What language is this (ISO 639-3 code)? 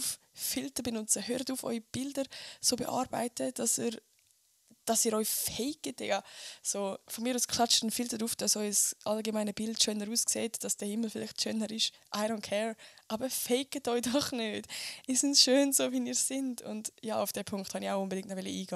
gsw